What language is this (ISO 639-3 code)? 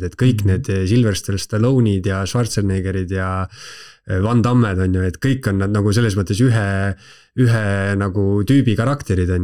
est